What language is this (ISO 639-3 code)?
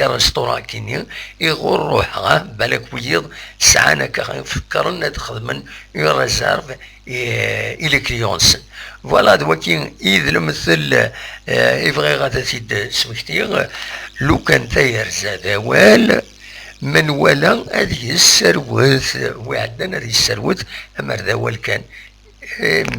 kab